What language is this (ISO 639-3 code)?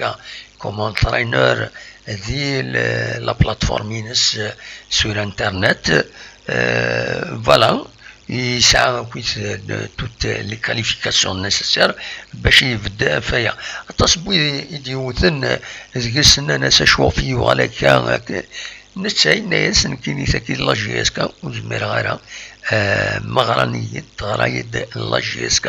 kab